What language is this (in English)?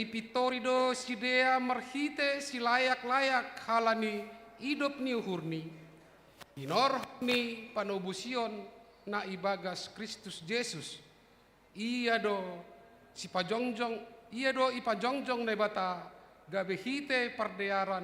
Batak Simalungun